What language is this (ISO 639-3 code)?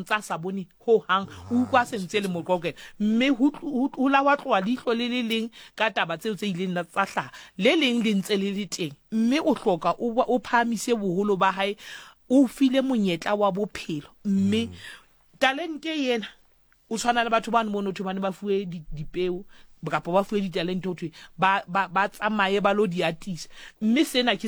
sot